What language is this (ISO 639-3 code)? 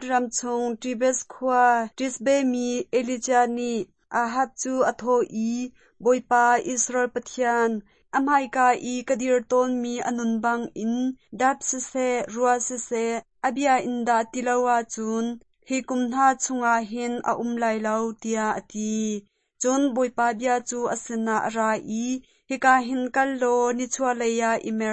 cnh